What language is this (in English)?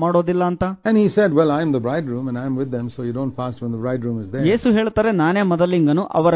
Kannada